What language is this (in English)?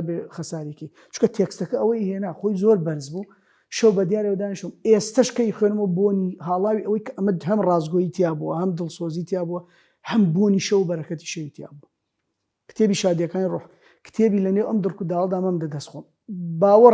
Central Kurdish